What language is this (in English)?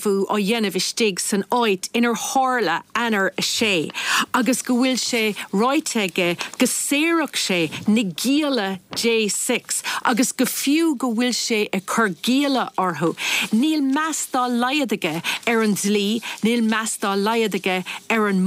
Irish